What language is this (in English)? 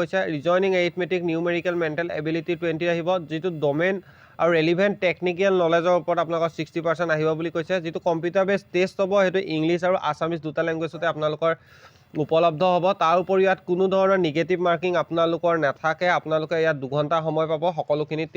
Assamese